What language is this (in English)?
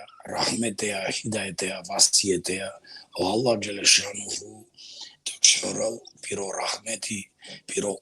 Balkan Romani